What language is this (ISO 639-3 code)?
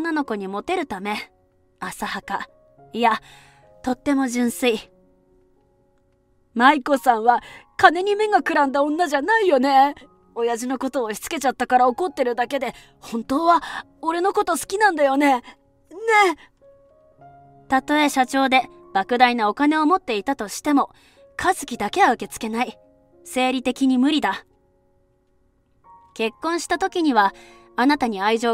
jpn